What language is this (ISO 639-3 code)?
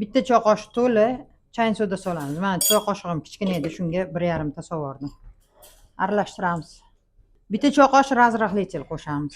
uzb